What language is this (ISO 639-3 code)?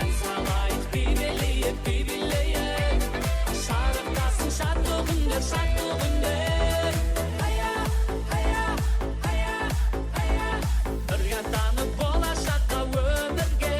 kaa